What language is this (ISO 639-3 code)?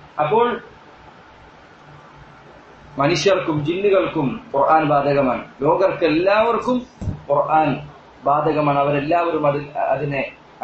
mal